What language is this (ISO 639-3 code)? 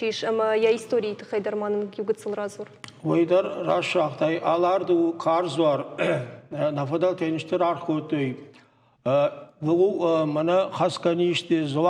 oss